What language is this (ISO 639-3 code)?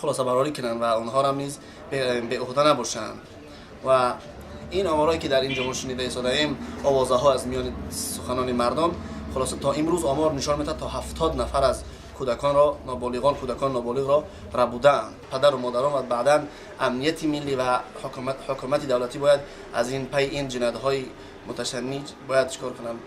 tgk